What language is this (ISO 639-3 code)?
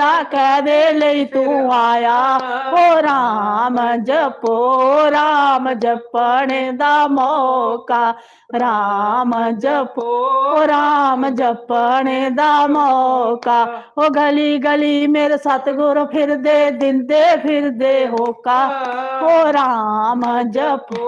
doi